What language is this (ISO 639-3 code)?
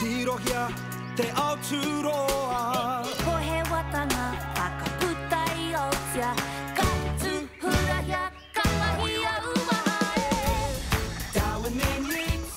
mri